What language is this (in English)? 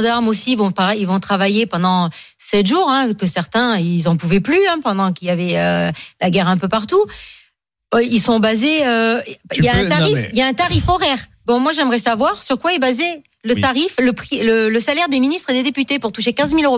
French